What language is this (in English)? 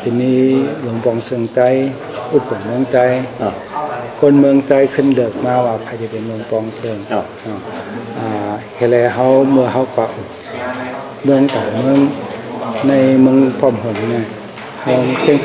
Shan